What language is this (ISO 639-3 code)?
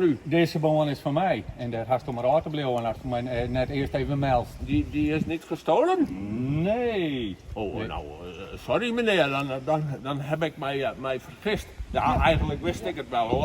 fry